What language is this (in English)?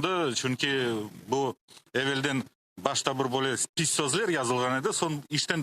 Crimean Tatar